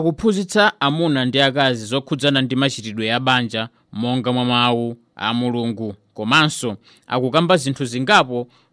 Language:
Nyanja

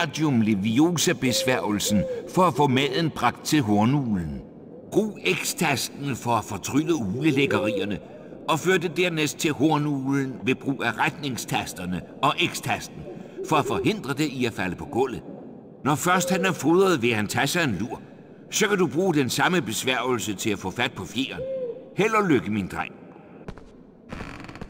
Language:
Danish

